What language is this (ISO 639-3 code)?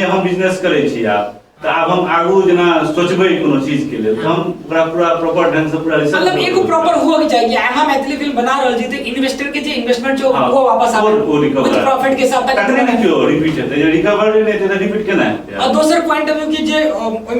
mai